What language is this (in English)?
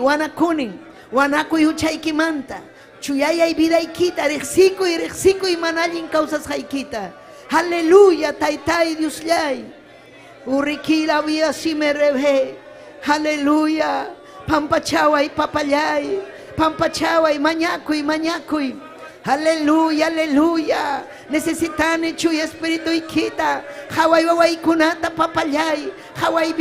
Ayacucho Quechua